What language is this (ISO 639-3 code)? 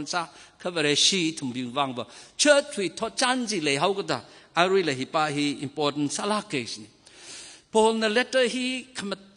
nmf